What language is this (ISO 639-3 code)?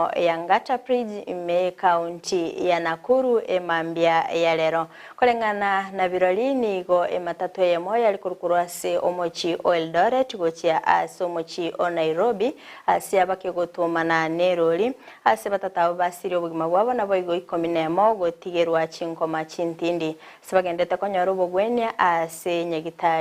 guz